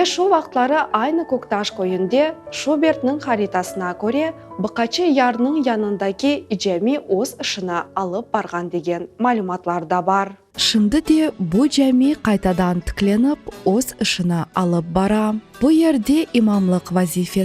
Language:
Crimean Tatar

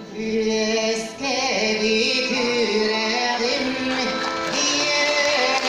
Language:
Yakut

